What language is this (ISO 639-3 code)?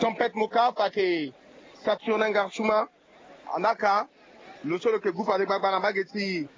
sag